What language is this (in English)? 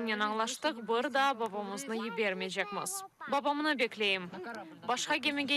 Crimean Tatar